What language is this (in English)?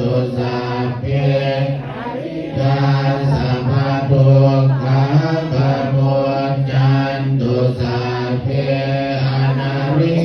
Pali